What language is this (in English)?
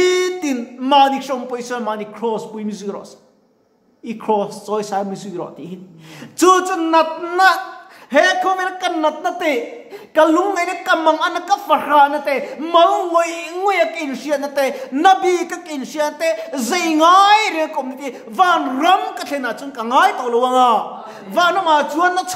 Mizo